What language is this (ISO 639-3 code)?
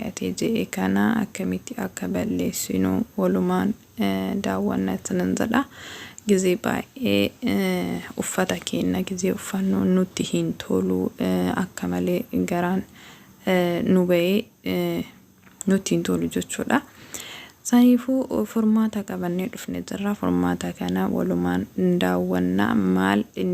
orm